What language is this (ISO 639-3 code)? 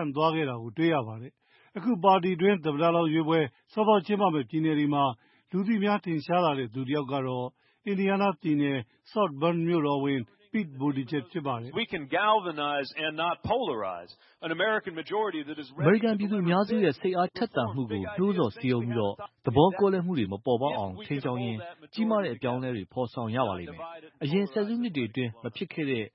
mya